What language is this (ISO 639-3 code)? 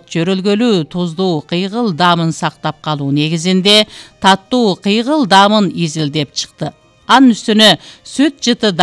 kir